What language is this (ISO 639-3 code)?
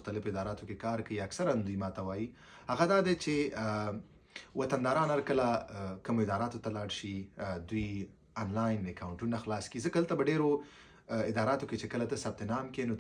pus